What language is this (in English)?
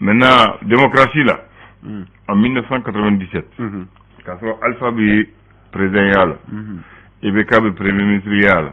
Bambara